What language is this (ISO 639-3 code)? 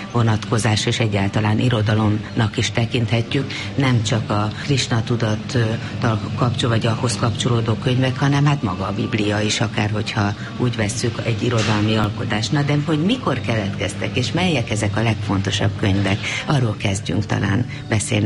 hun